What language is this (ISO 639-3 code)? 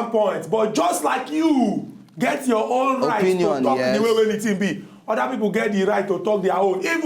pcm